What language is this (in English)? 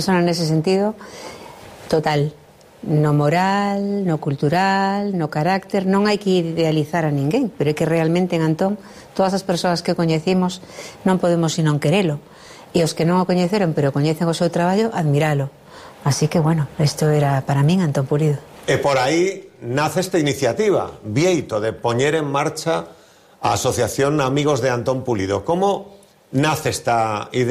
Galician